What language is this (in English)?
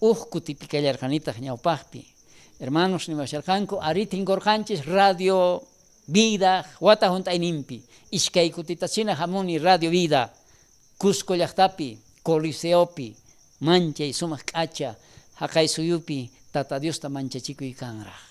South Bolivian Quechua